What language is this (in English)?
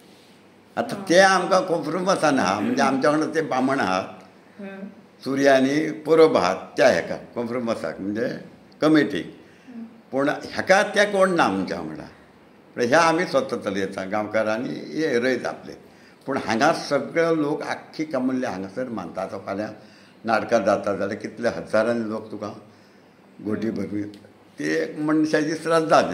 Konkani